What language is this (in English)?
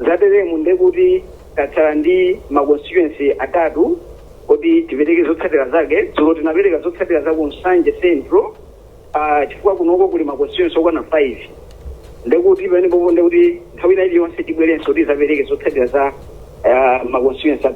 Nyanja